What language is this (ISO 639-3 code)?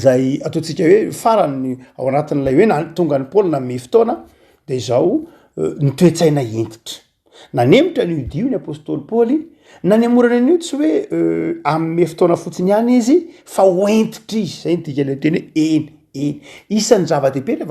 mlg